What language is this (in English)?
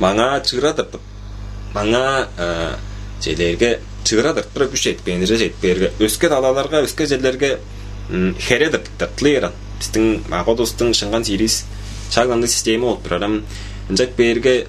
Tuvinian